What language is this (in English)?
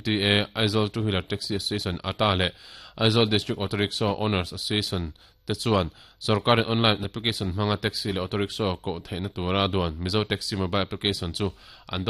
Mizo